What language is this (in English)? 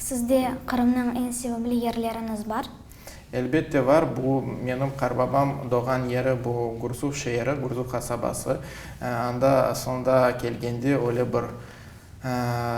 Crimean Tatar